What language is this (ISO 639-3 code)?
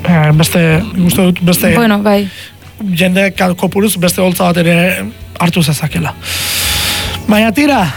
eus